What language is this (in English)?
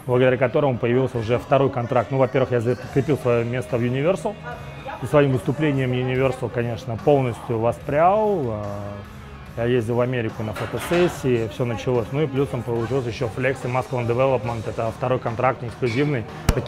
Russian